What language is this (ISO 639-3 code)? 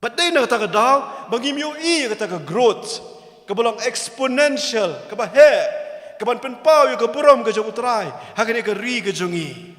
kha